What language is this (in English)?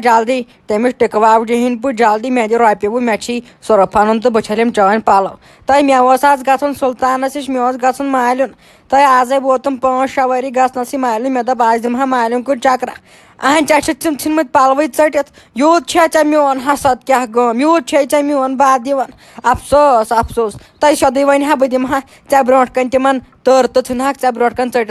Kashmiri